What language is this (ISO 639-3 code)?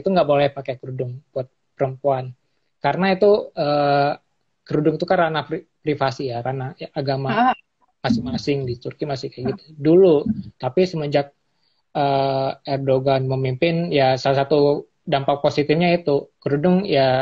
ind